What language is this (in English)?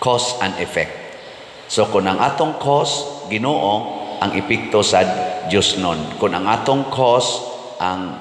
Cebuano